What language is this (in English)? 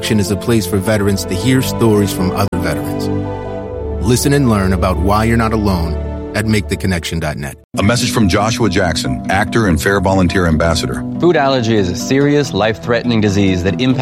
English